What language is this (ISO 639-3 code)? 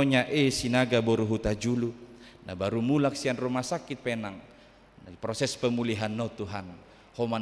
bbc